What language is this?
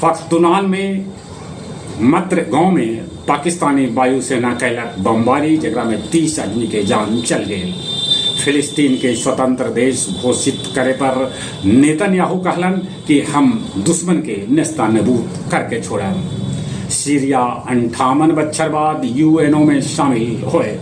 Magahi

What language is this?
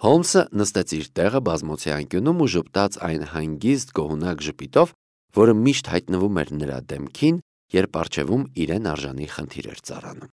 Armenian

